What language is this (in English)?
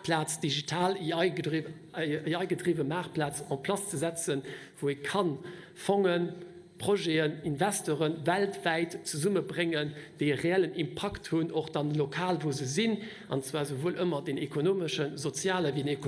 Luxembourgish